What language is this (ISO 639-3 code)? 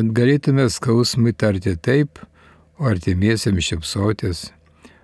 lit